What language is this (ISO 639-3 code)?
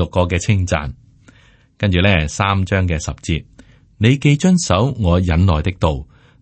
yue